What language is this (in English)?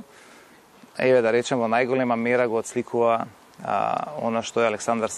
Macedonian